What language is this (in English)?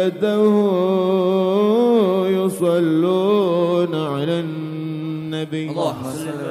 Arabic